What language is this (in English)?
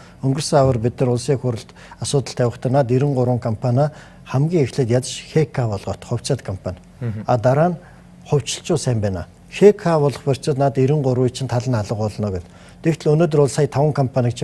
Mongolian